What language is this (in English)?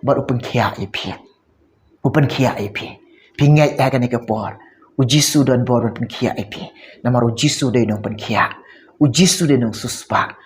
Khasi